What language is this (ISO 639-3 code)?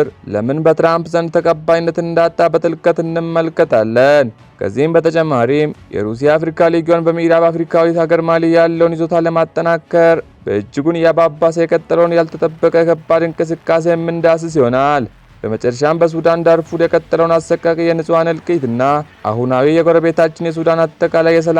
amh